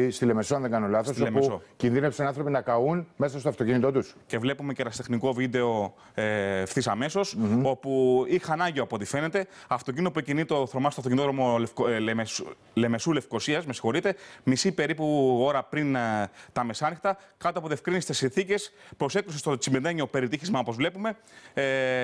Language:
Greek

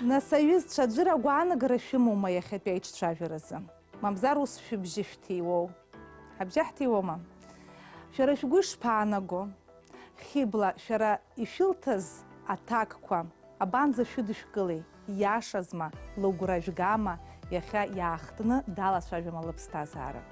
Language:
Abkhazian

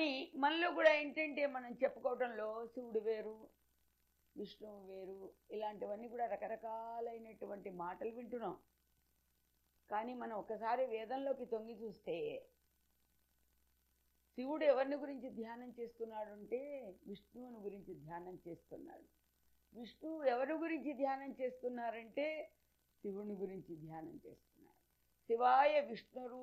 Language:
Telugu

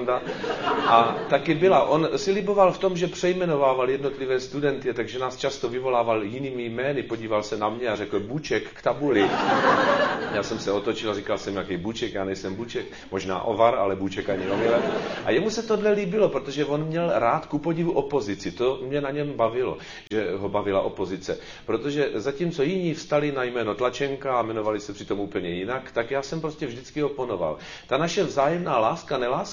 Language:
Czech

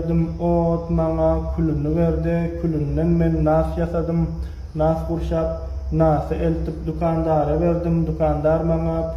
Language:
Turkmen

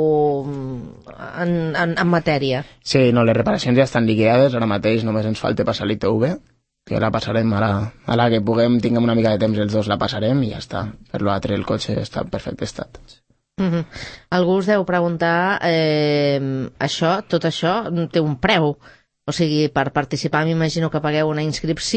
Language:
Catalan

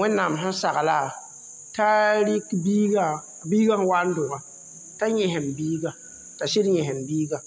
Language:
Mossi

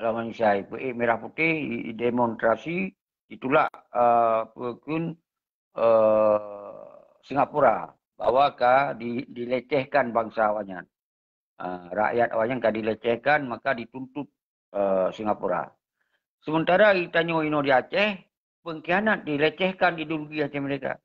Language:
Achinese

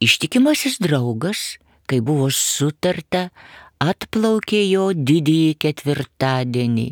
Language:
Lithuanian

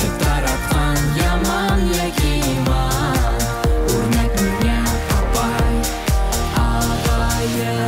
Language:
Bashkir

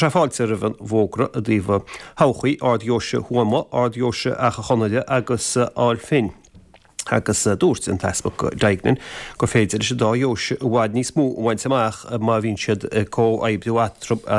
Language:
Irish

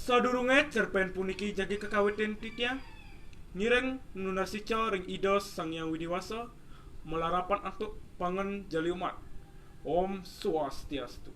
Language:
Balinese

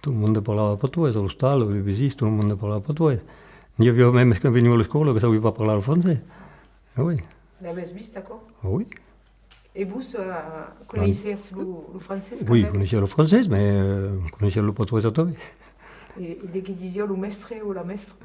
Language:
Occitan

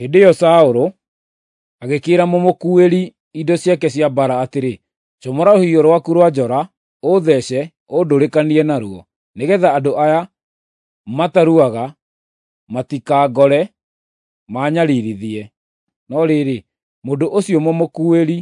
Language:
Kikuyu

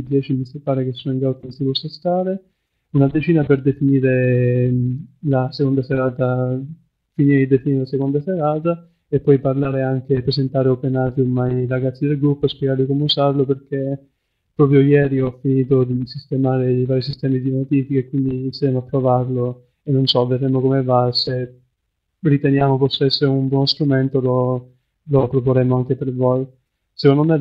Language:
Italian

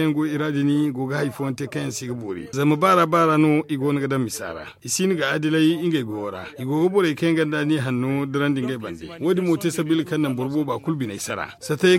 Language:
Zarma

